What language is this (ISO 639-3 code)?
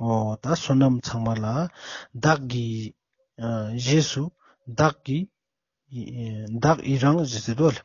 lbj